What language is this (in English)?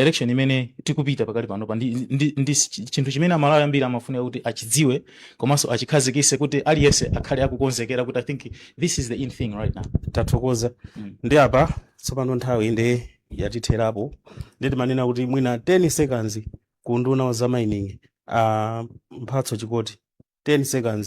Nyanja